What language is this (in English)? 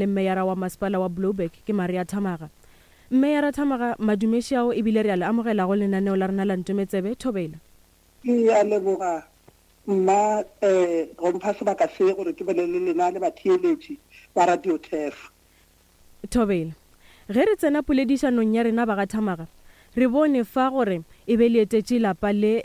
Northern Sotho